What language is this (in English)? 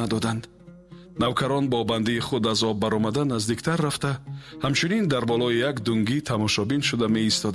Tajik